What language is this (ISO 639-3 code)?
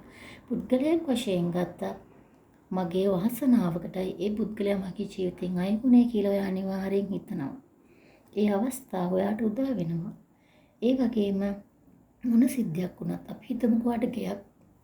sin